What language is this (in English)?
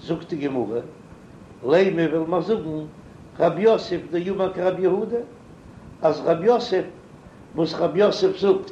Yiddish